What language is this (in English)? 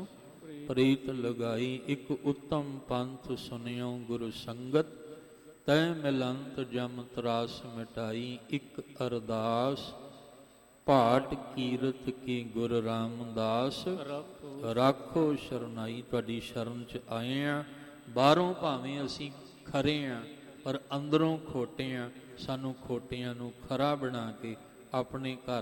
Punjabi